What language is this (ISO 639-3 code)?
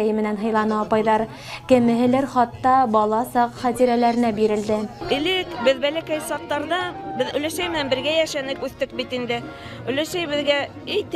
bak